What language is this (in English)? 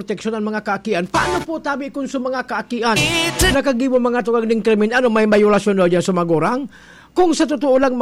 Bikol